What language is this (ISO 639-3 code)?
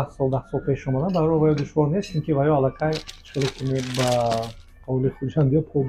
tgk